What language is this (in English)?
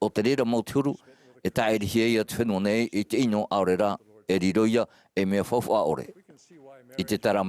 Tahitian